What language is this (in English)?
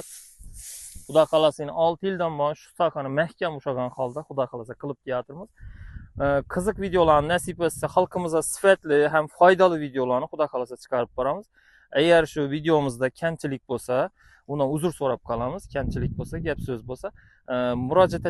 Uzbek